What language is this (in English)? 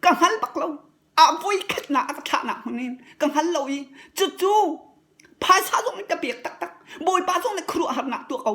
Hakha Chin